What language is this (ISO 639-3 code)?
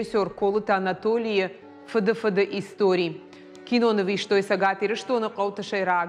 oss